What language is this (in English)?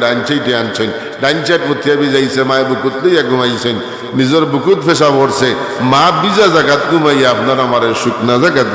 Sylheti